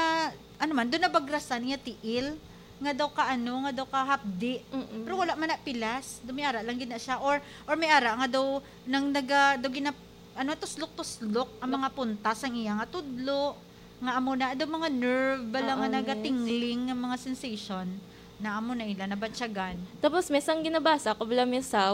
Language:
Hiligaynon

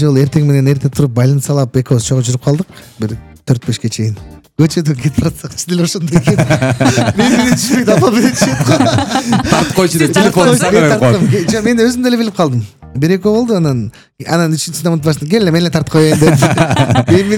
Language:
Kyrgyz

